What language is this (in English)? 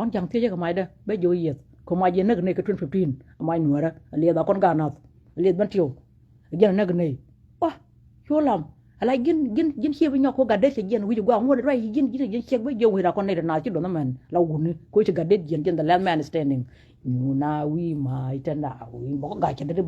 Nuer